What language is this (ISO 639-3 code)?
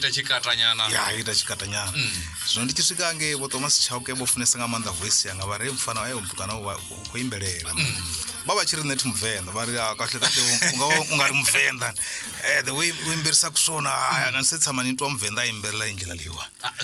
ven